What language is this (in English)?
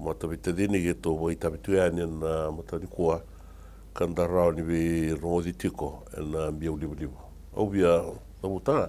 Fijian